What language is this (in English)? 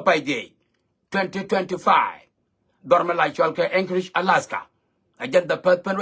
Nuer